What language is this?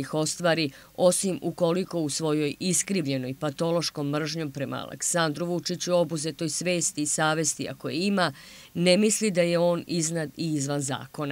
Serbian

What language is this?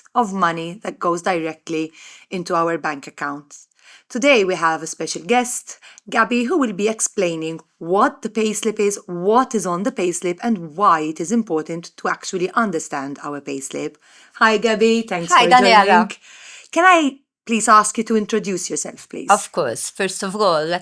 English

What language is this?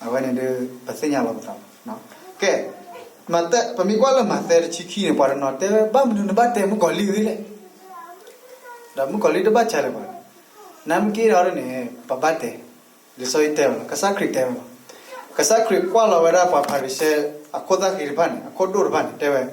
S'gaw Karen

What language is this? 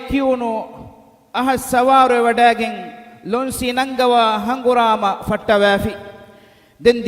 Divehi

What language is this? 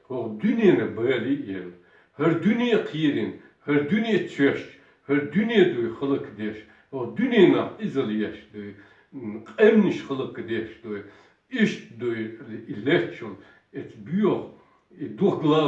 Chechen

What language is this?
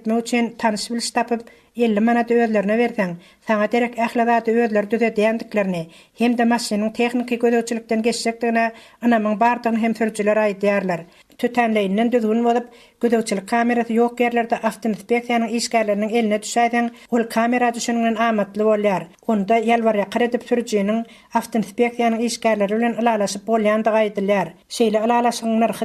Turkmen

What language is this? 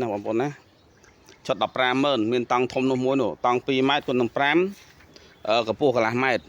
Khmer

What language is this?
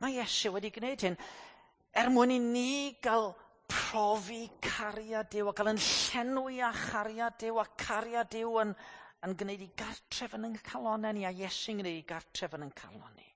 Welsh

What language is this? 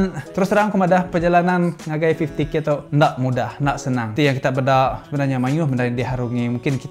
Iban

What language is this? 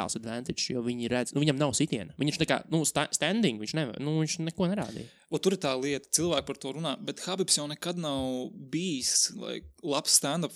Latvian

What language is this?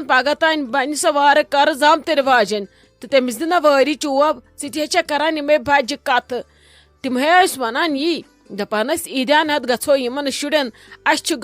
Kashmiri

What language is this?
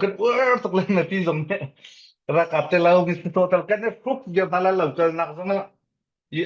Falam Chin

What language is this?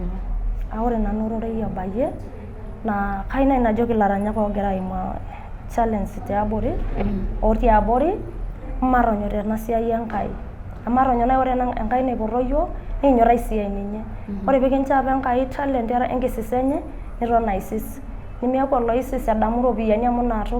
Masai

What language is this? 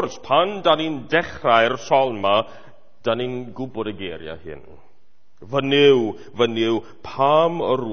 Welsh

